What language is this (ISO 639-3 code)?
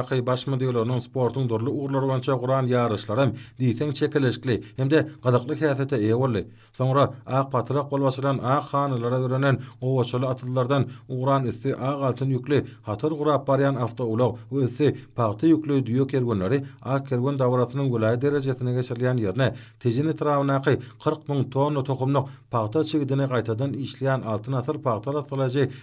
tuk